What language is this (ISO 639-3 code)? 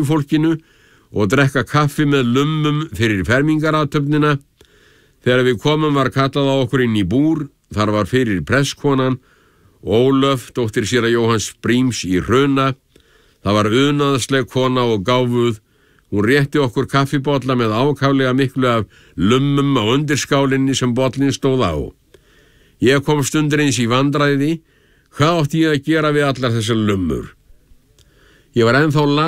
isl